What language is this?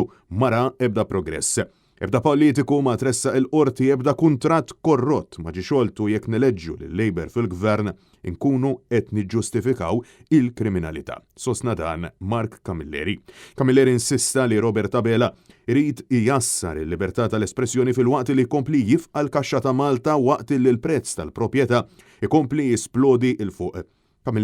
Maltese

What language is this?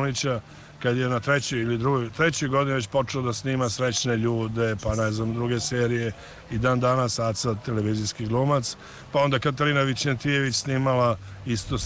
Serbian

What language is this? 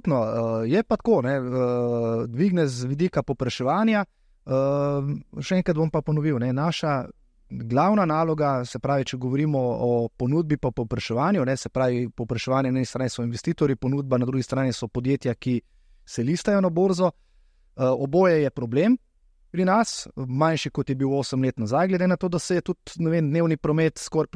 Slovenian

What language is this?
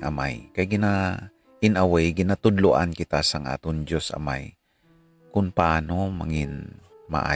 Hiligaynon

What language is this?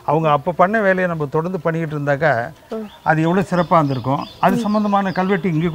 Tamil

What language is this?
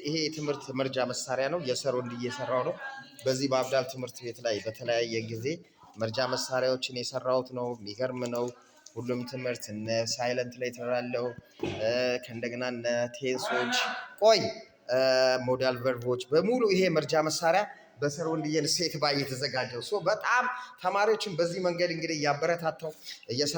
Amharic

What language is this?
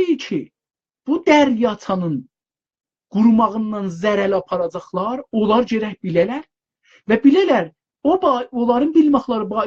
South Azerbaijani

